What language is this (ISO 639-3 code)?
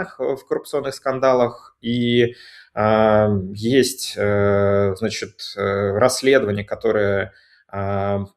rus